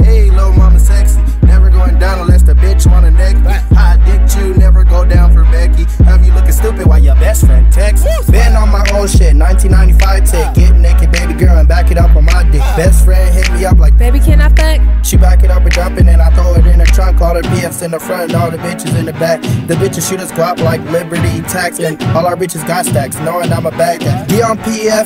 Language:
English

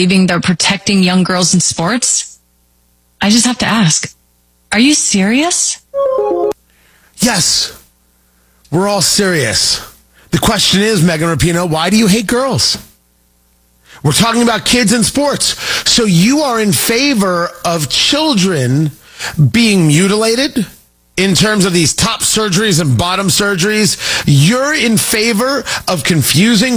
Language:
English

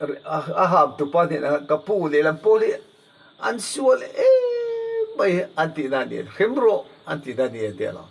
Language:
Mizo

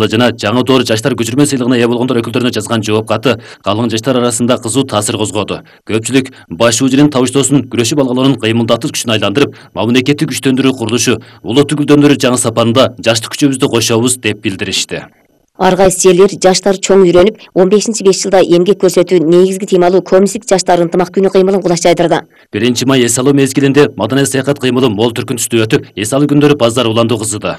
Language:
Kyrgyz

